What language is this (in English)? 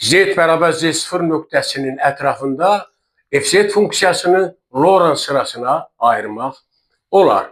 Azerbaijani